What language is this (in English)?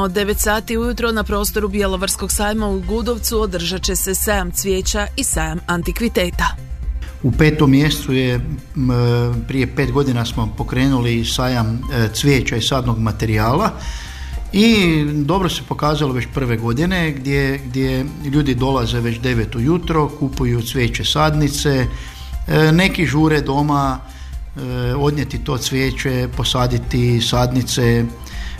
Croatian